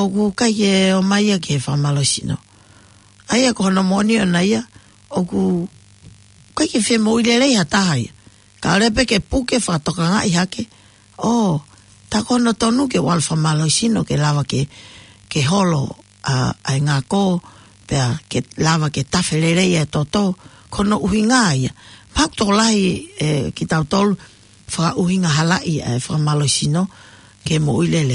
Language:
Tongan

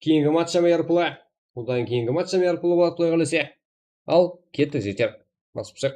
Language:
Kara-Kalpak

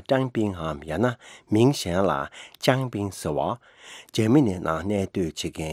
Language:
Tibetan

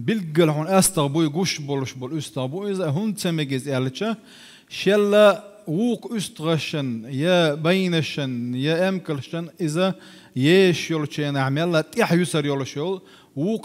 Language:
Chechen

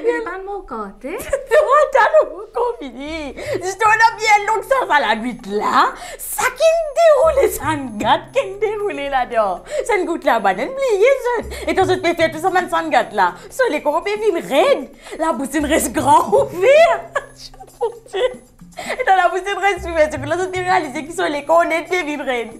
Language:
Morisyen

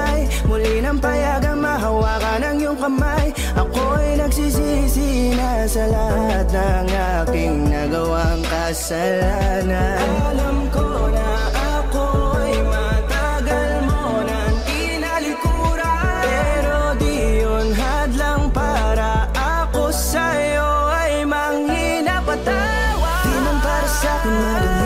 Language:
Filipino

